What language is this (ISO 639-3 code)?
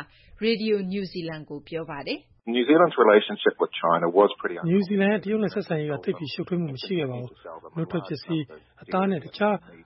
mya